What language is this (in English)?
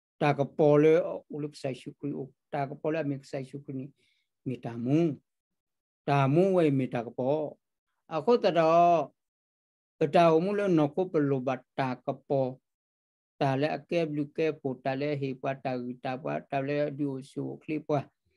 S'gaw Karen